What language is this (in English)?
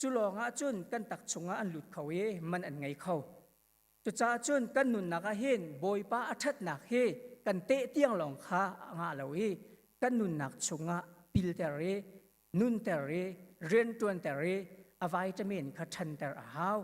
Hakha Chin